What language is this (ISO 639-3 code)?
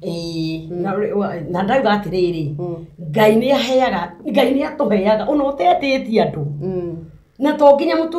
kik